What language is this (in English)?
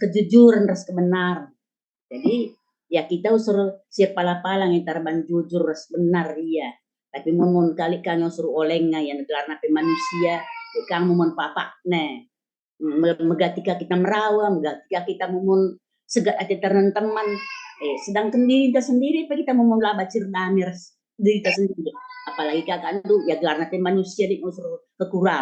Batak Karo